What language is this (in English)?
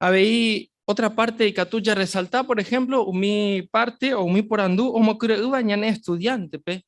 Guarani